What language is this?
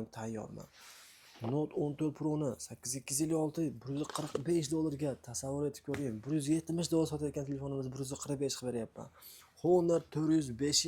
Uzbek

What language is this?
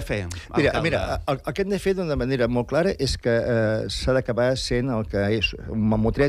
Catalan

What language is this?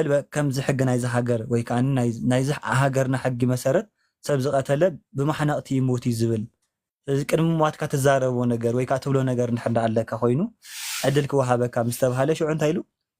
Tigrinya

